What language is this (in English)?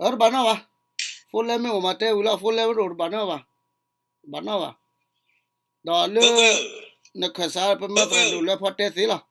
S'gaw Karen